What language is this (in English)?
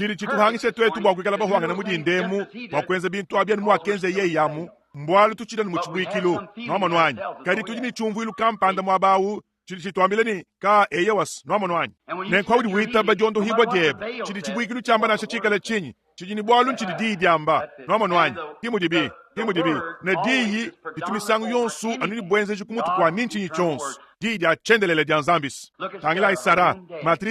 Luba-Lulua